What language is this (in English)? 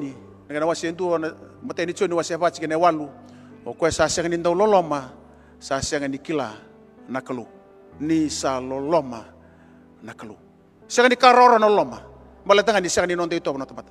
Fijian